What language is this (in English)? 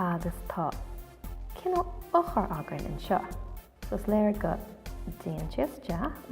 Irish